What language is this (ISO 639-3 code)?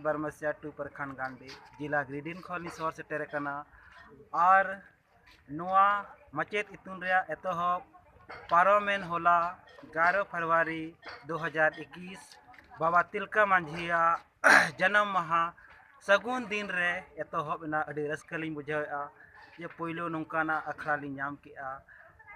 sat